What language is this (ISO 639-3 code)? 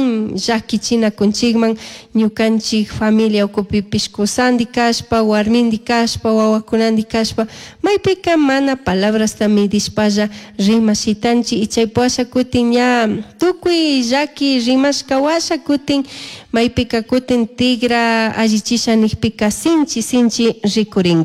qug